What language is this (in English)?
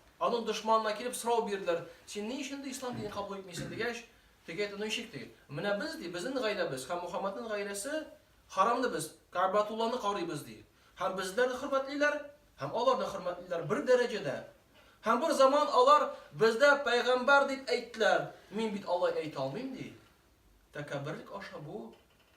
Tatar